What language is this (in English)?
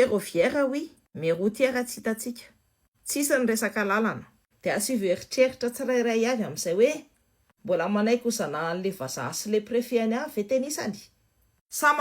Malagasy